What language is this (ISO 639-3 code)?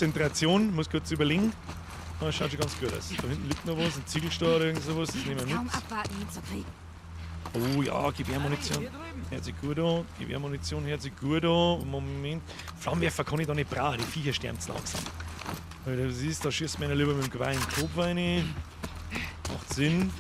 bar